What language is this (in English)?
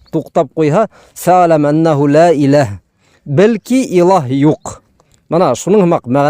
Bashkir